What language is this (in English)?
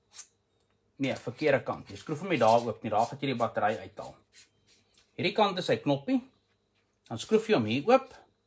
Afrikaans